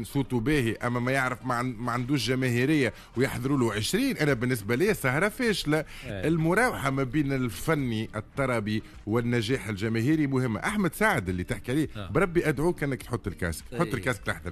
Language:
Tunisian Arabic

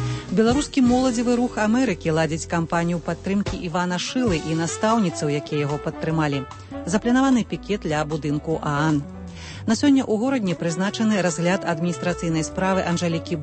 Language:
Belarusian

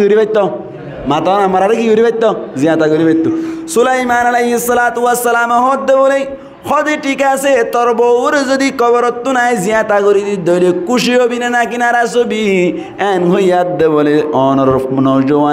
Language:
Rohingya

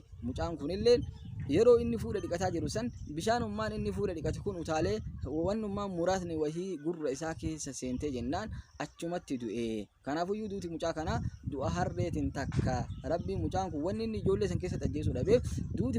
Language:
Oromo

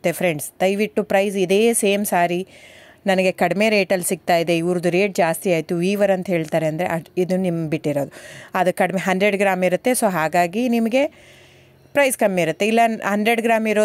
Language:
Kannada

